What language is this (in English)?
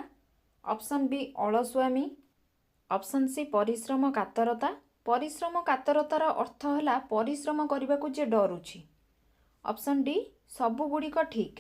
Odia